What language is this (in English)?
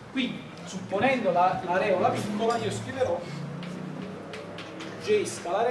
Italian